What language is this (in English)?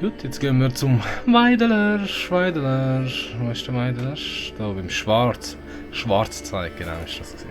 Swiss German